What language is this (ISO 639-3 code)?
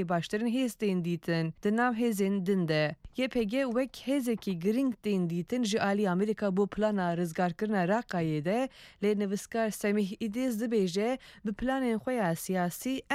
kur